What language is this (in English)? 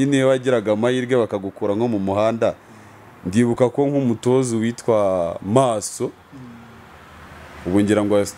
Kinyarwanda